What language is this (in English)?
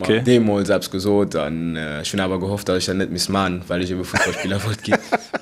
Luxembourgish